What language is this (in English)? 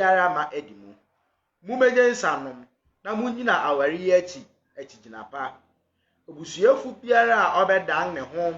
Akan